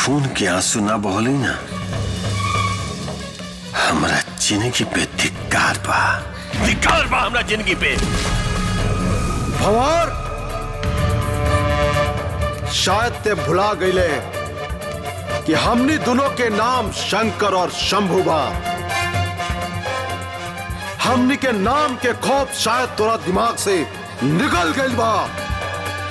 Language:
Bhojpuri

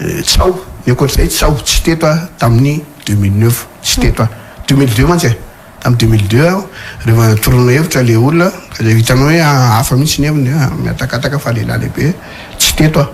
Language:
Malagasy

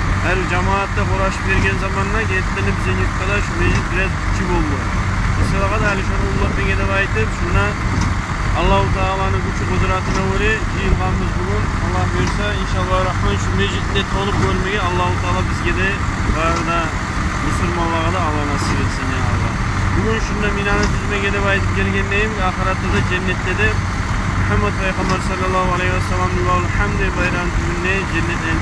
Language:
Kumyk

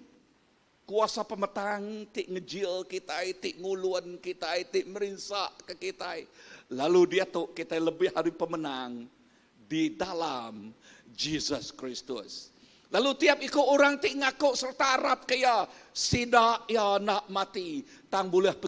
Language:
Iban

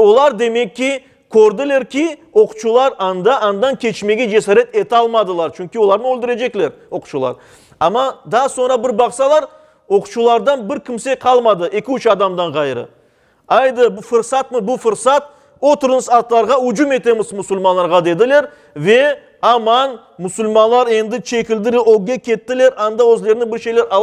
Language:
Crimean Tatar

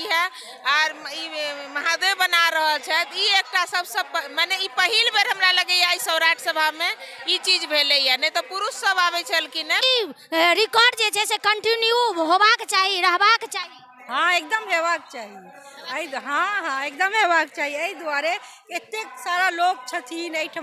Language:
Maithili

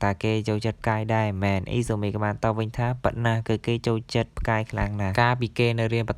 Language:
Khmer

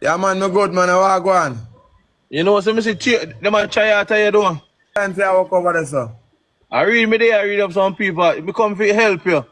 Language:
Jamaican Creole English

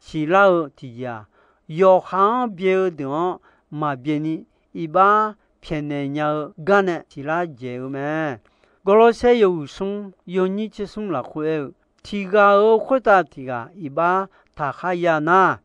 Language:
Akha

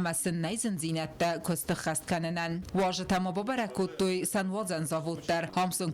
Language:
Ossetic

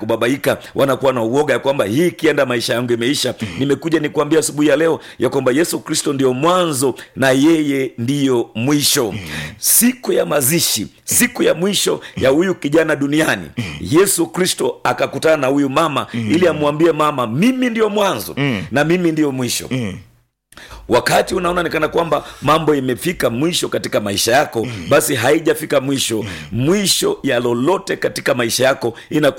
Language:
Swahili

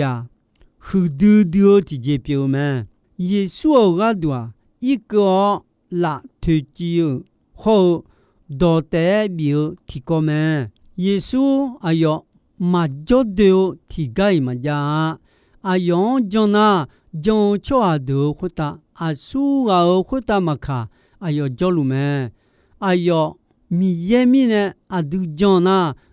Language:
Akha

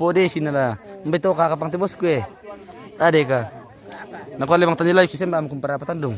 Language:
Toraja-Sa'dan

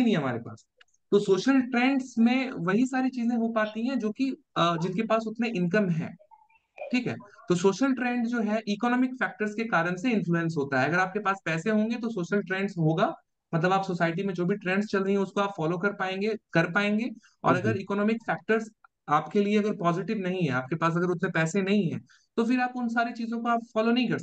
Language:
Hindi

